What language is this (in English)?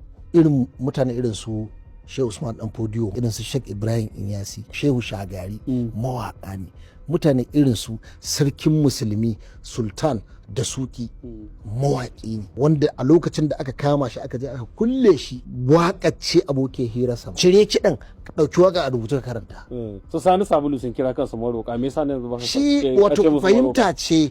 Hausa